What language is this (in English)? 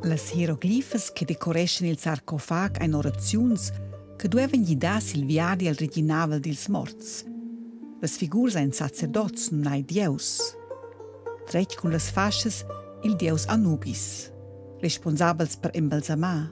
Romansh